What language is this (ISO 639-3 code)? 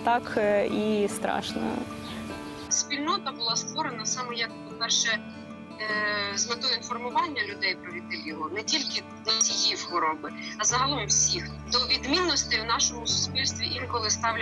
ukr